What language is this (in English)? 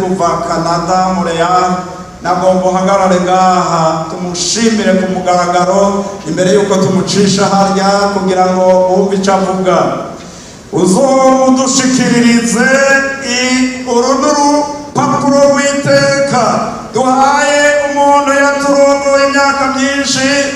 Rundi